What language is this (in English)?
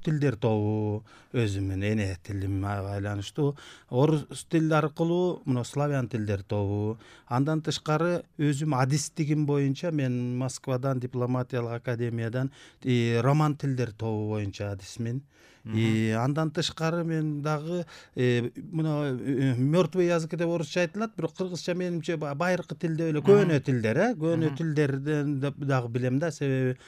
Kyrgyz